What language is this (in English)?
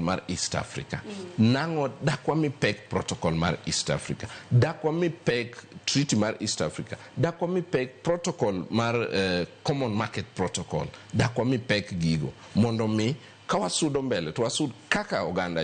Luo (Kenya and Tanzania)